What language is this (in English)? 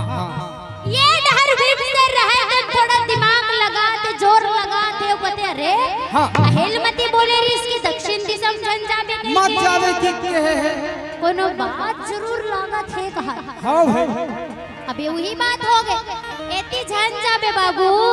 Chhattisgarhi